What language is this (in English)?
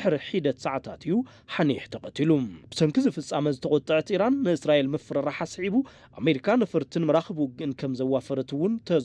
Tigrinya